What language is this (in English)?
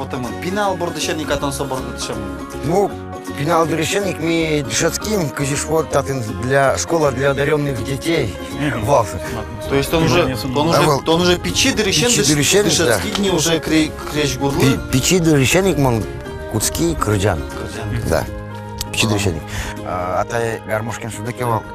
Udmurt